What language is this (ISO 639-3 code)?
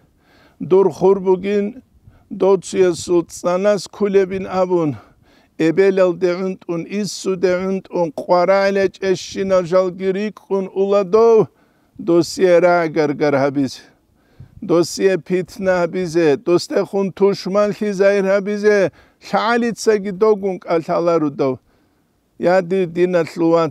ava